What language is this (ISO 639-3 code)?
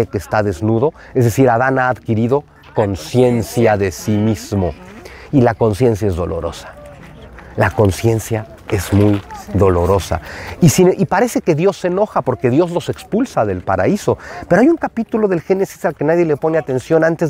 spa